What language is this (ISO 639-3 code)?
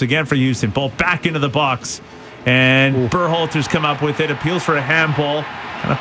eng